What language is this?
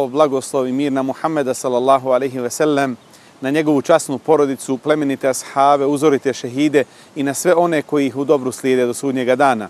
Bosnian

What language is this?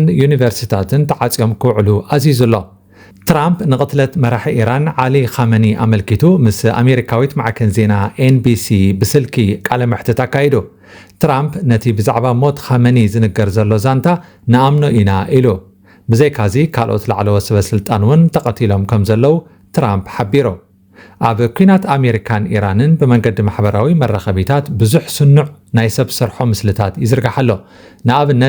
Tigrinya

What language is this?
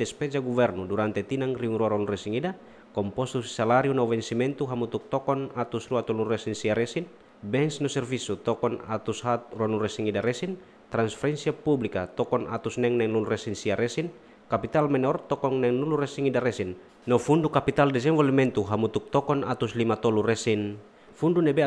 Tetum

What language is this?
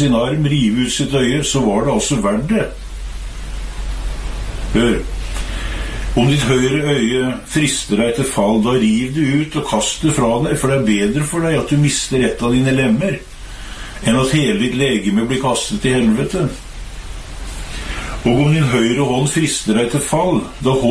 Norwegian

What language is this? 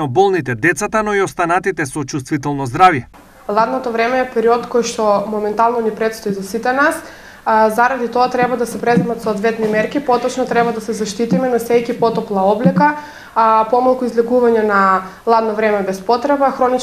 Macedonian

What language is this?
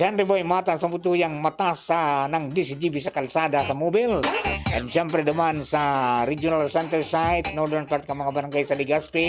Bikol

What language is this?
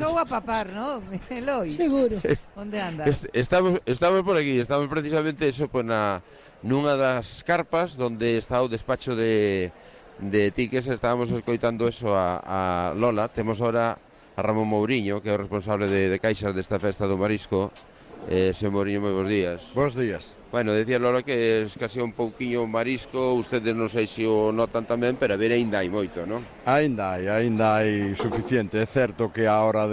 Galician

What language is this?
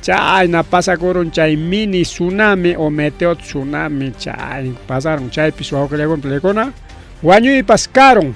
Ayacucho Quechua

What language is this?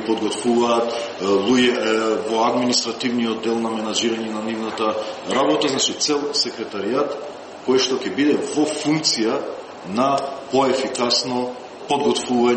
Macedonian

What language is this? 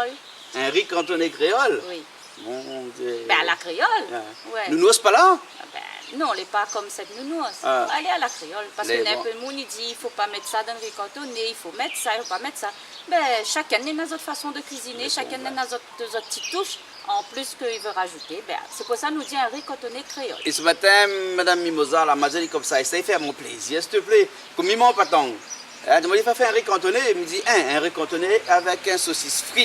Réunion Creole French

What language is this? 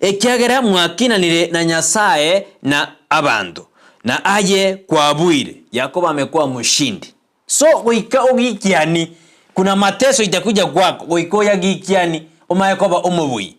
Gusii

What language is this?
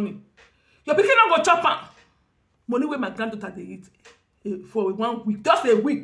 Nigerian Pidgin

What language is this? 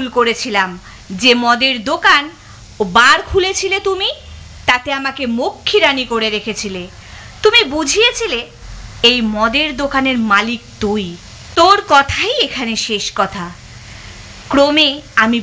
Bangla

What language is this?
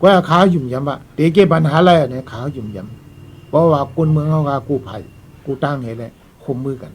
Shan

